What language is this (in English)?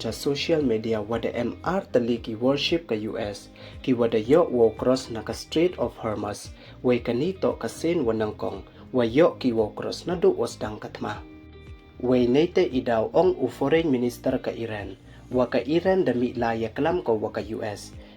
Pnar